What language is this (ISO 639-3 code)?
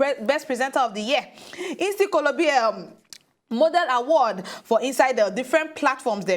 pcm